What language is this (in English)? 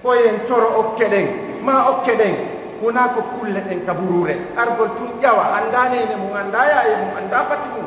Pular